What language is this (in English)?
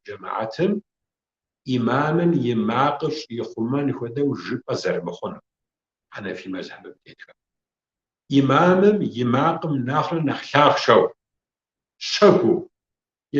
Kabardian